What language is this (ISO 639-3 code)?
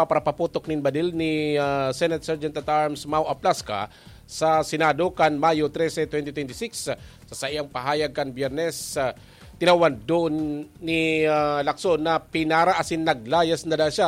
bik